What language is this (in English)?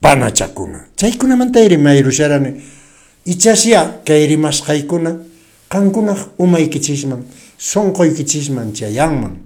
Quechua